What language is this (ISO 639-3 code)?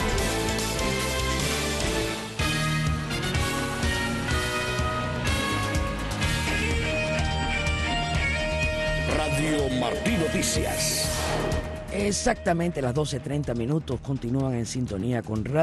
spa